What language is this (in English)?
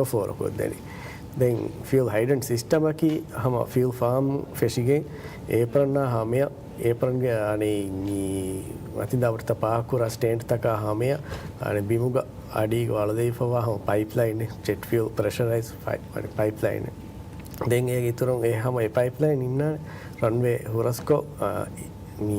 Divehi